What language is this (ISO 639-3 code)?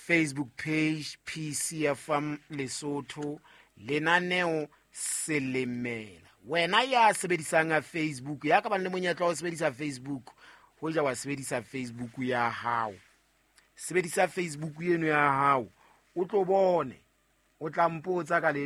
sot